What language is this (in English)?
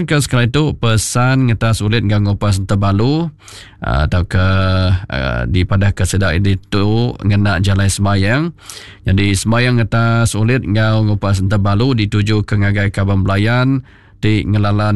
Iban